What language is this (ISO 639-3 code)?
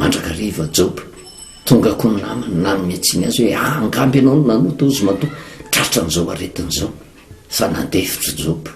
mlg